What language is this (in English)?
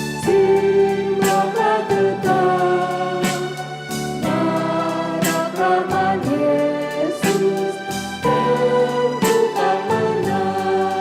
Batak Karo